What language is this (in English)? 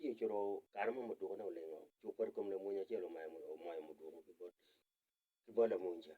Acoli